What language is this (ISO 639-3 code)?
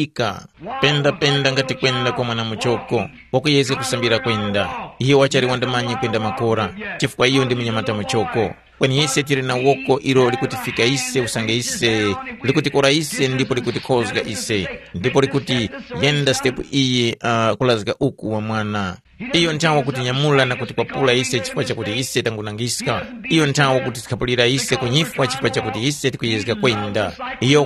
tum